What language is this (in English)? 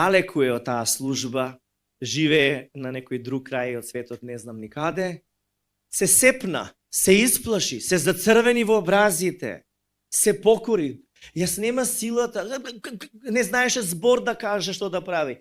Macedonian